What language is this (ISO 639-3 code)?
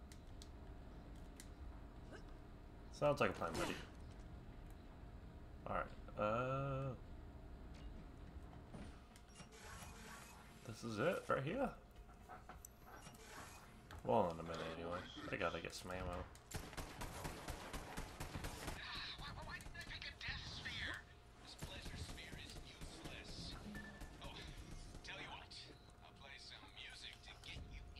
eng